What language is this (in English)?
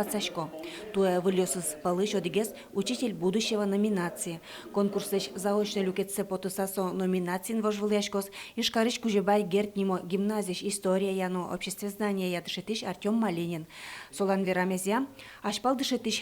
Udmurt